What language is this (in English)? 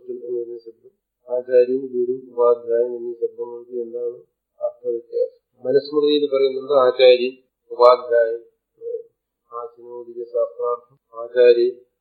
Malayalam